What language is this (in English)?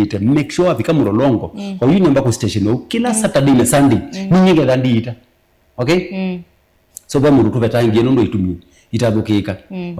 Kamba